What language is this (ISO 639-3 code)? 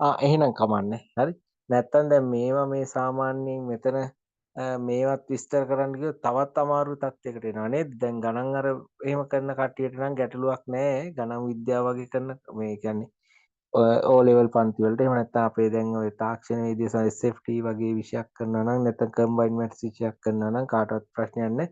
sin